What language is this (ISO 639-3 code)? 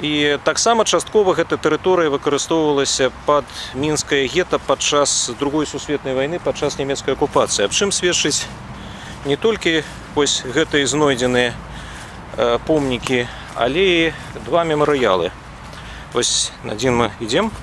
bel